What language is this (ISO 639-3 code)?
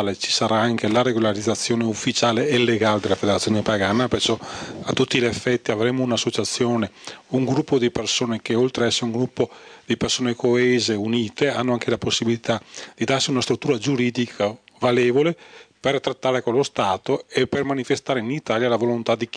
ita